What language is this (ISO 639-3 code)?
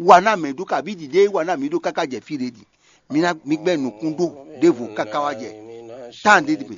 fon